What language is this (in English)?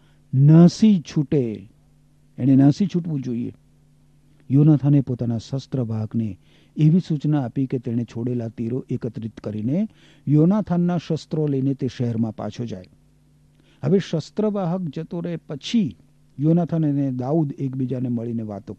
Gujarati